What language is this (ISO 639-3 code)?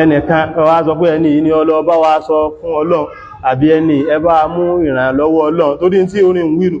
yor